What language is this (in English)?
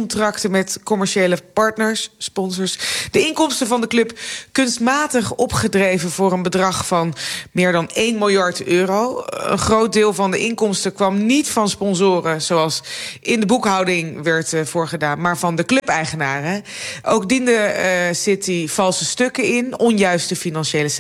Dutch